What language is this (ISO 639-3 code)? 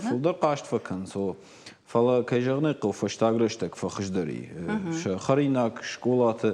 oss